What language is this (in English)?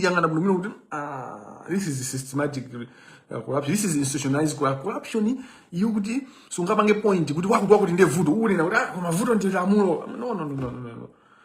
Nyanja